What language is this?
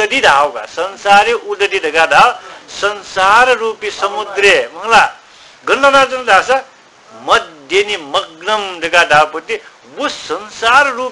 Newari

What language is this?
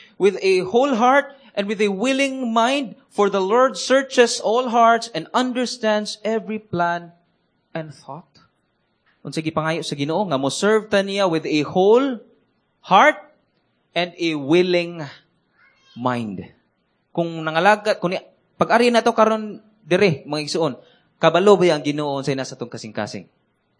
Cebuano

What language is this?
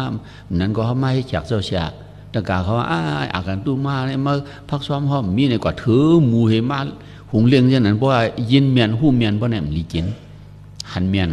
Shan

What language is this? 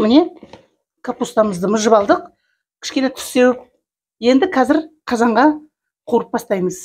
Kazakh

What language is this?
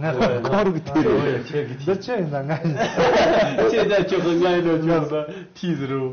Tibetan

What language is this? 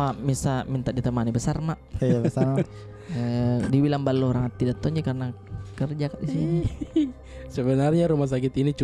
Makassar Malay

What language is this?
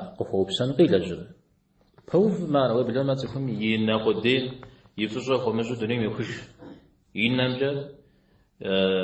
Kabardian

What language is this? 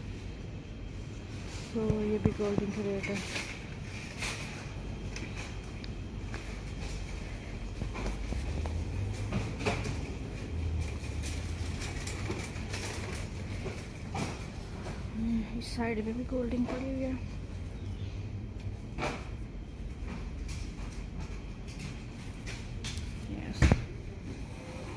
Hindi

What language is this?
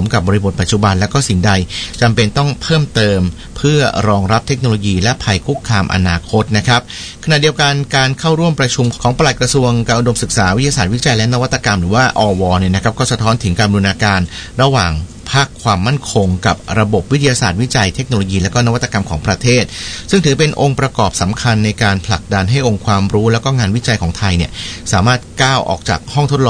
Thai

